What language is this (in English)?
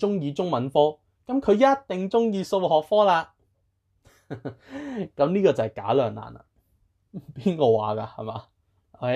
Cantonese